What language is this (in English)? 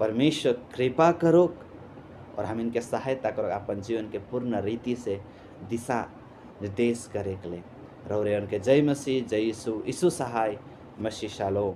Sadri